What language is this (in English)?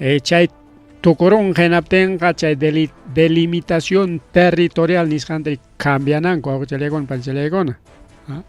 Ayacucho Quechua